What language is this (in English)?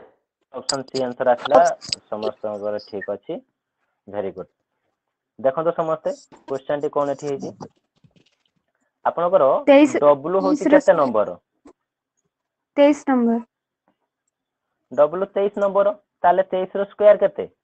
Odia